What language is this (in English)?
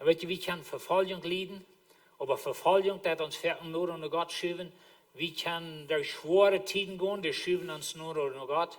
Plautdietsch